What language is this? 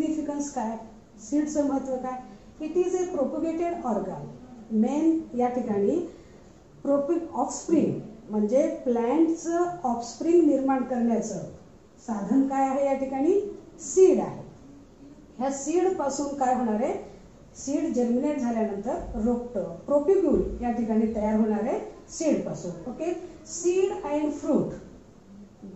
Marathi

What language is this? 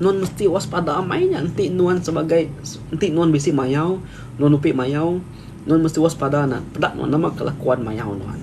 Iban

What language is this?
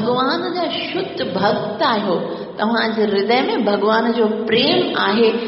Sindhi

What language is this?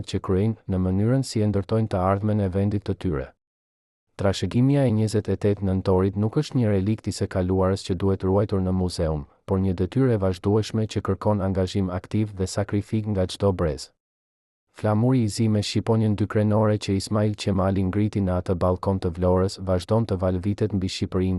Albanian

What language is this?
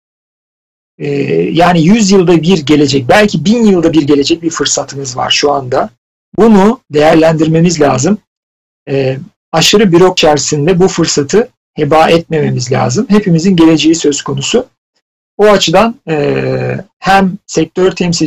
Turkish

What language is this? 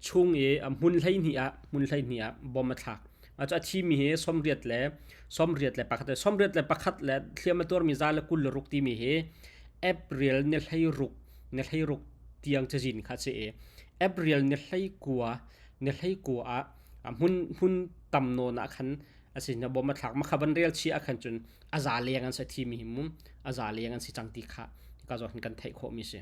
Hakha Chin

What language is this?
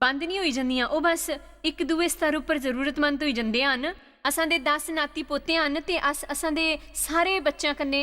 Dogri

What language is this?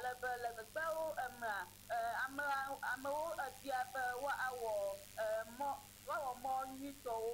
Ewe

